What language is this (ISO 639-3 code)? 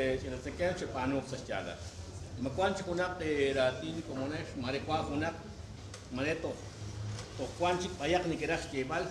kek